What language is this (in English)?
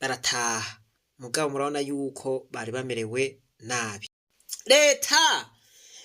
Rundi